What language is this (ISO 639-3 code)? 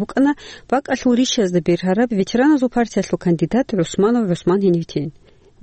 ava